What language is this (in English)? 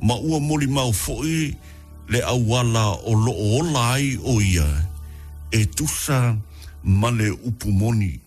Samoan